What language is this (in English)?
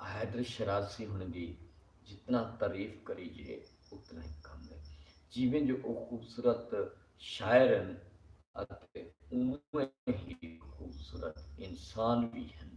Saraiki